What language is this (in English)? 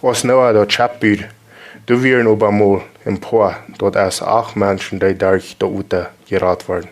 Plautdietsch